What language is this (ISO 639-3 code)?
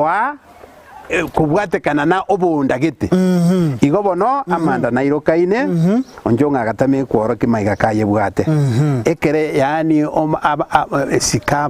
guz